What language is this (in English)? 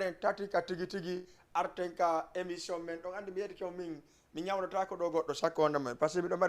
Fula